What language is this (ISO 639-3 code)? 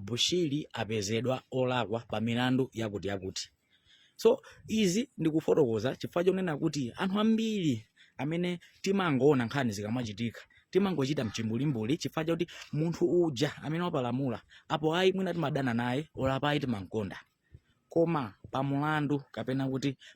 nya